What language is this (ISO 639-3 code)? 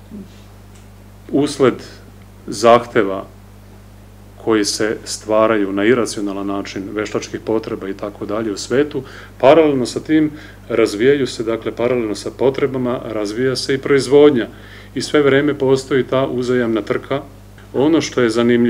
srp